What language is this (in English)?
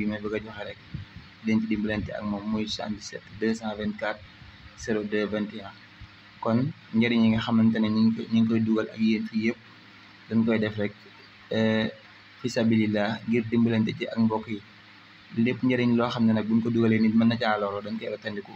Wolof